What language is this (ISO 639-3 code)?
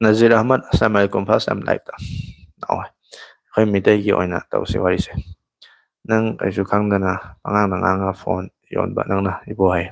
mni